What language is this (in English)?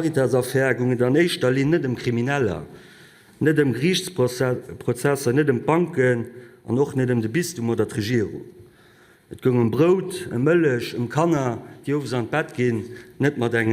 Luxembourgish